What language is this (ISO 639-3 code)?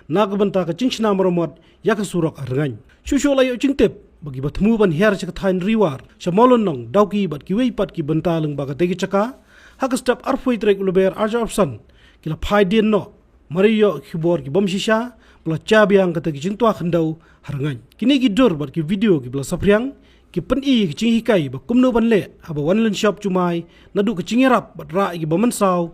kha